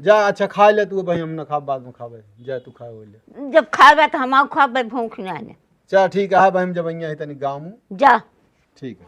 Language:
Awadhi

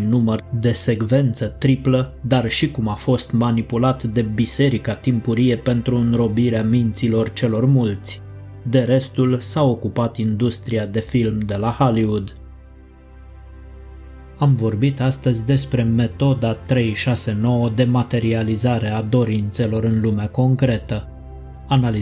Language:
Romanian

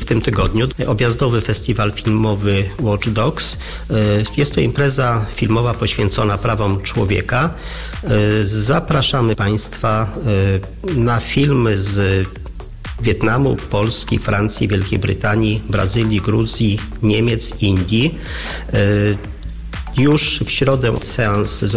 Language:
Polish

